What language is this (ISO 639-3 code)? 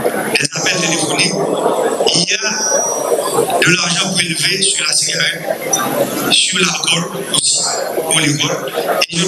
fra